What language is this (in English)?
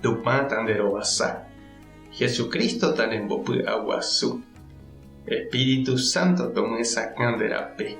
Guarani